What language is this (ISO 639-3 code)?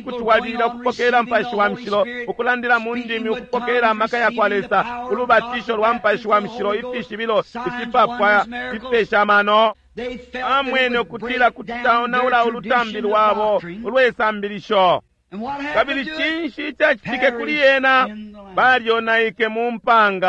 bem